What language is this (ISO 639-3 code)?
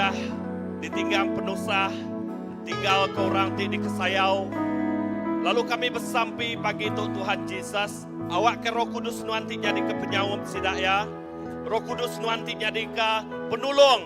iba